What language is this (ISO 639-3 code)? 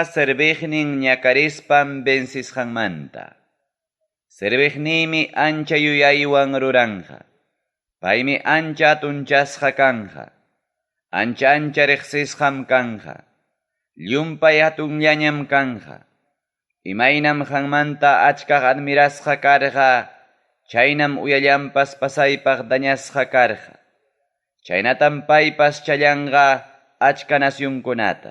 quy